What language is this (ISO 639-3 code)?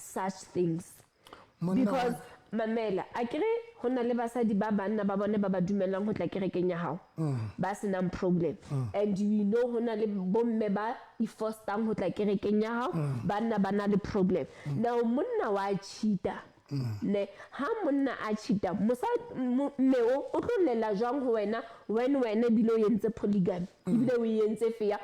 sot